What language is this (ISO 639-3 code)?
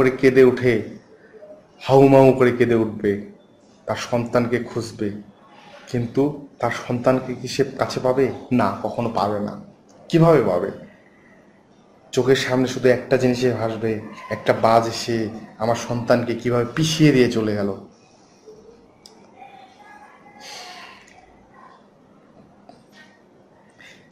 ben